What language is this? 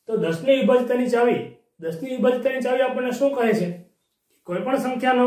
Gujarati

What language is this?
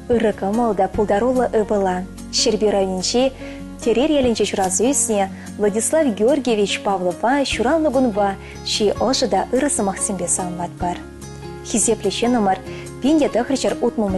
Chuvash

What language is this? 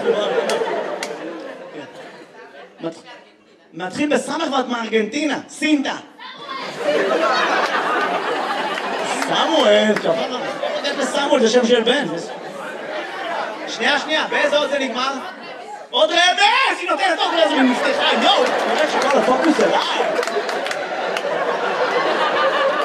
Hebrew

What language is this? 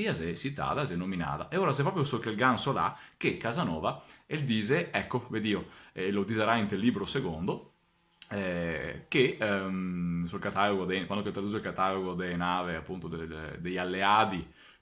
Venetian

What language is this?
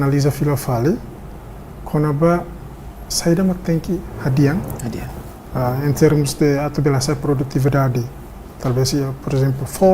Tetum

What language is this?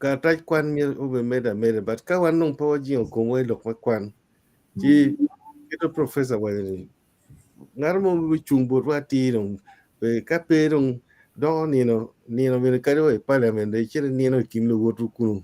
Acoli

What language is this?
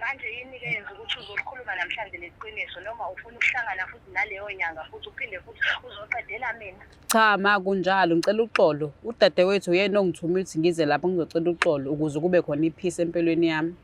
Zulu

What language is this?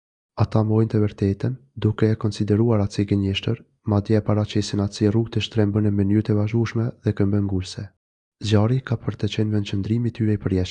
Albanian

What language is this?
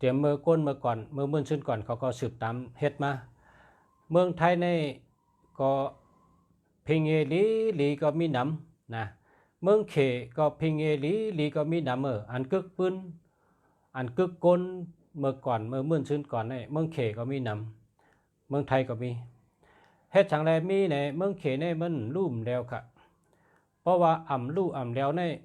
Shan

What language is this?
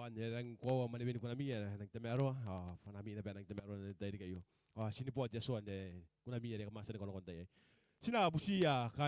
Gilbertese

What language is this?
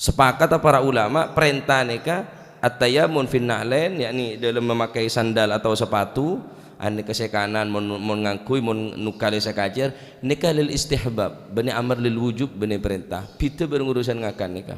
Madurese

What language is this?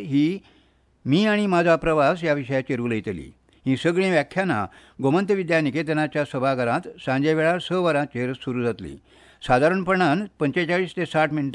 Konkani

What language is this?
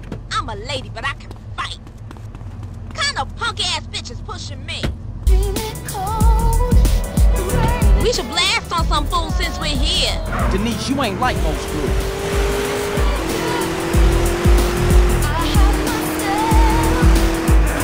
English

